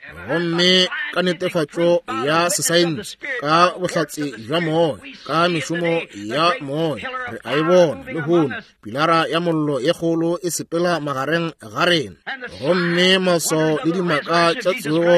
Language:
Northern Sotho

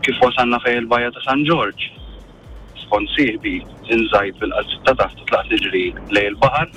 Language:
Maltese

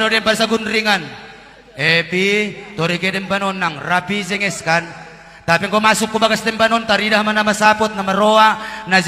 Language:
Batak Toba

